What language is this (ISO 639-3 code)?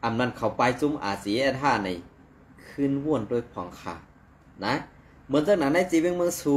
shn